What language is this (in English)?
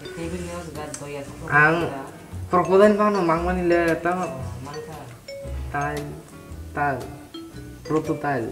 Kok Borok